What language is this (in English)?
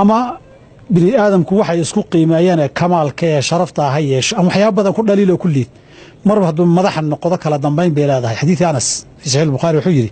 Somali